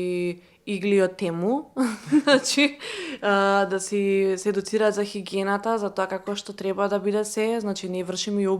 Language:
Macedonian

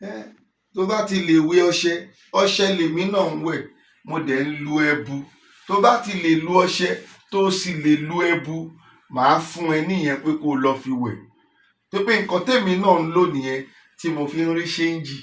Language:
Yoruba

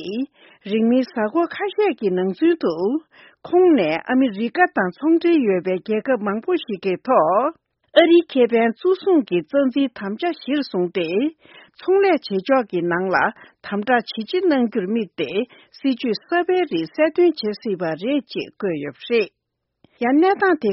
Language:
Tibetan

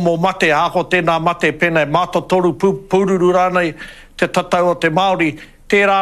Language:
Māori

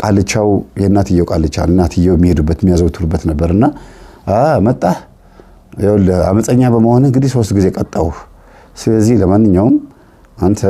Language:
Amharic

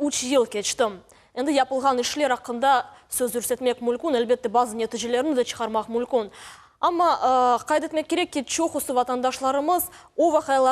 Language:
Crimean Tatar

